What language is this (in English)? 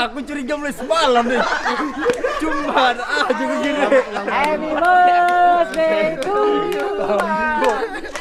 Banjar